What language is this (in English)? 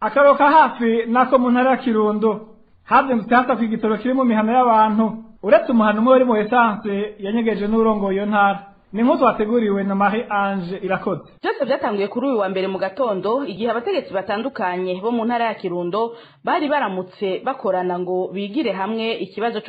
Rundi